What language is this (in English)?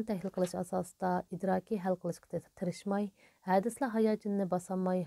Uyghur